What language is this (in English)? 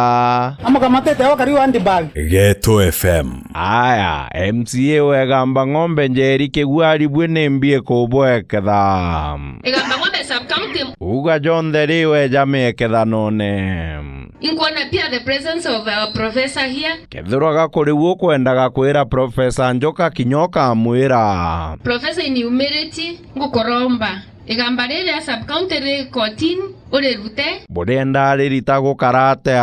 Meru